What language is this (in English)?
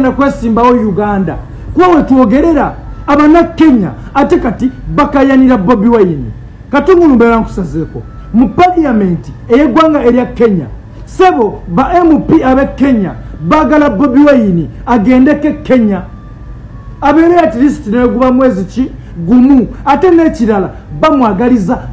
Ganda